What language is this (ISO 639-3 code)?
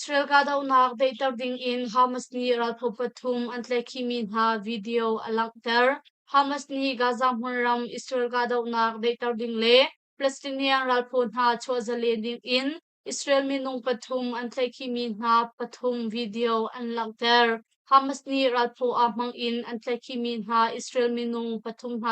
cnh